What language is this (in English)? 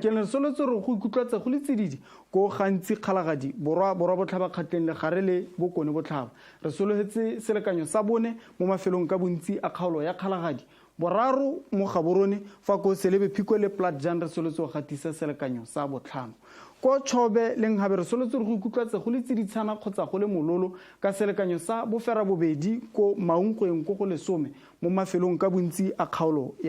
Tswana